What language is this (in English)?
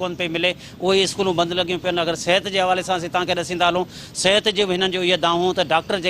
Sindhi